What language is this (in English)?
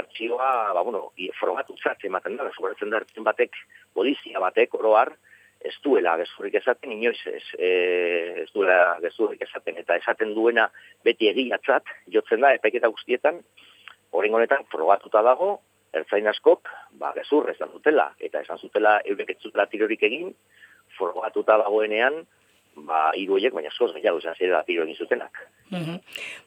Basque